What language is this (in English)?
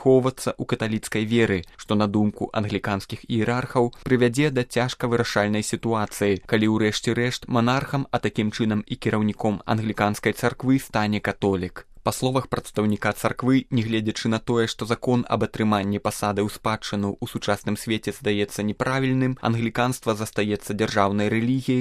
Belarusian